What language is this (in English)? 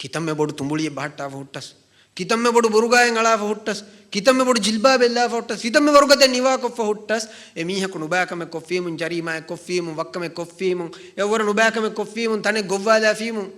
Divehi